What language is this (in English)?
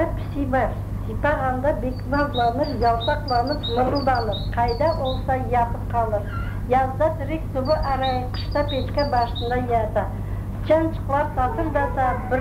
Crimean Tatar